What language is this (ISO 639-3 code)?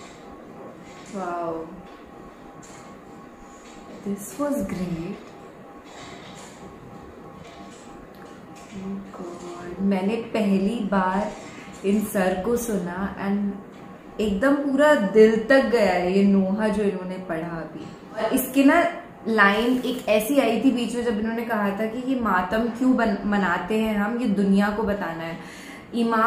urd